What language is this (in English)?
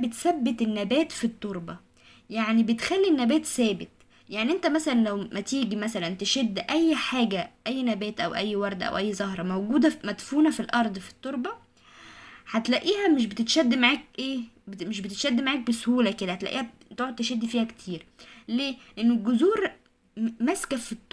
Egyptian Arabic